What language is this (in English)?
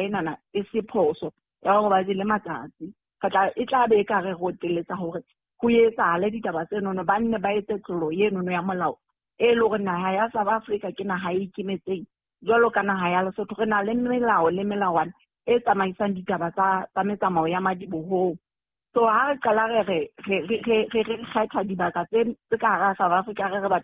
Southern Sotho